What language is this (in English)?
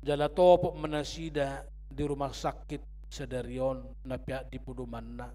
Batak Toba